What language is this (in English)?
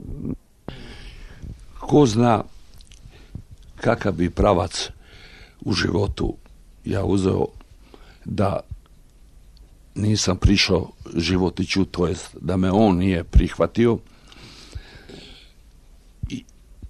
Serbian